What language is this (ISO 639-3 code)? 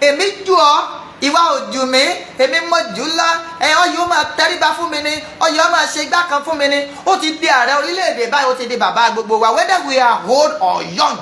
yor